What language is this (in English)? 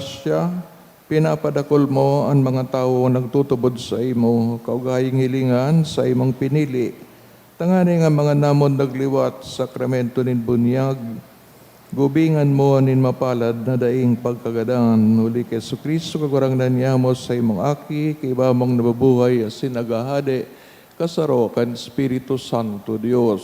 Bikol